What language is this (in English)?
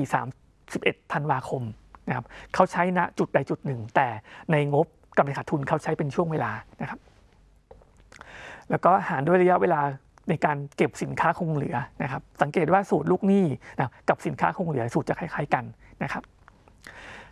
Thai